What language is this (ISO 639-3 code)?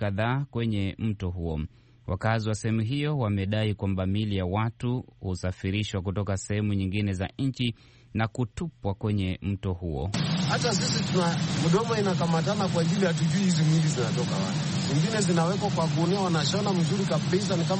swa